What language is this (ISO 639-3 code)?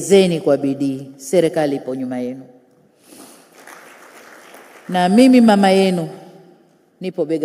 swa